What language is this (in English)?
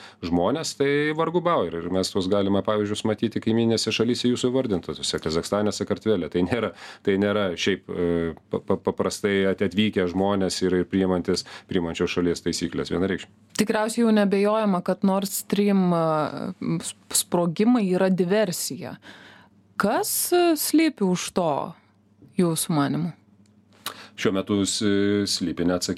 Lithuanian